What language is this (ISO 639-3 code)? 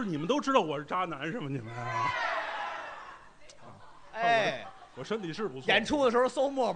zho